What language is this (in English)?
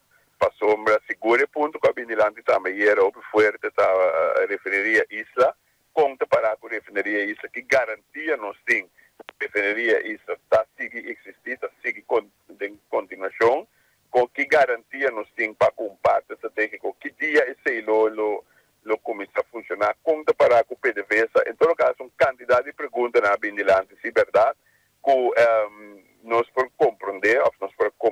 Papiamento